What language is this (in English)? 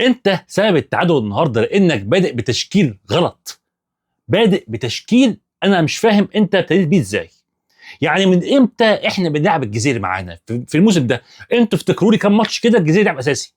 Egyptian Arabic